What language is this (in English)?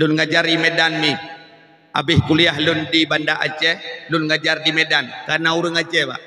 Achinese